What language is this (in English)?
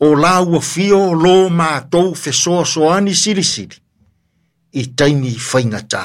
Samoan